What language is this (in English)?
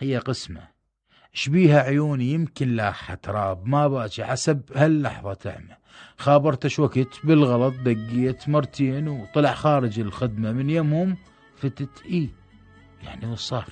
Mesopotamian Arabic